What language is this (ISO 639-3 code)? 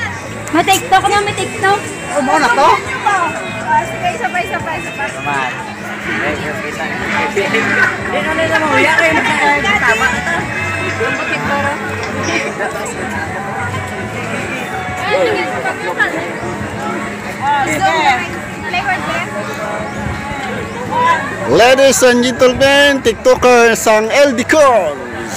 fil